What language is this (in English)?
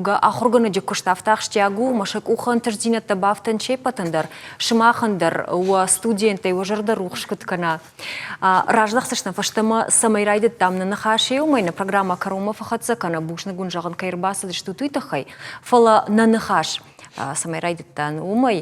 Ossetic